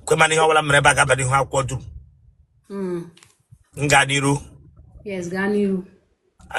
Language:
Igbo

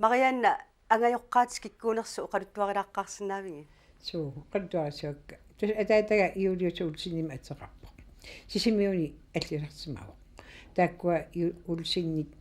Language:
Kalaallisut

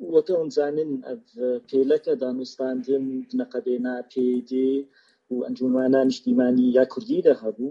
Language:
Kurdish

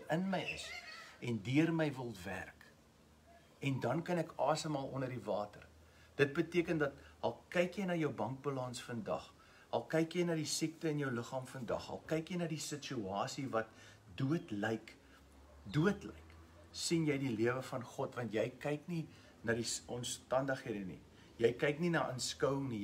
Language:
Afrikaans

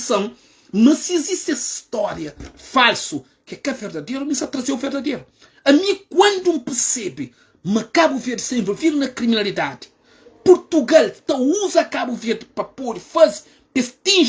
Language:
Kabuverdianu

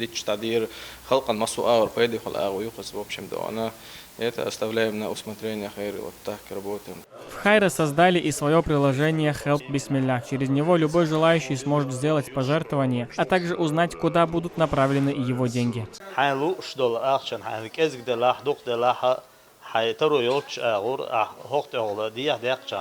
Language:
Chechen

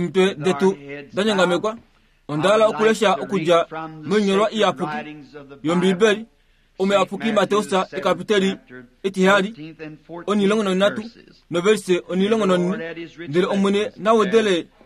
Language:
Kuanyama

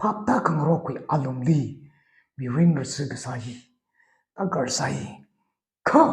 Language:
Tangkhul Naga (India)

